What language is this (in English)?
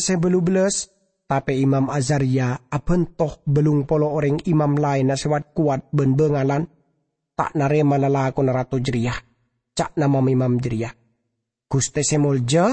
Madurese